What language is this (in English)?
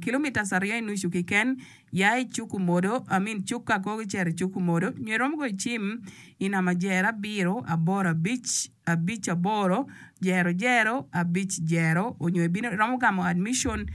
Acoli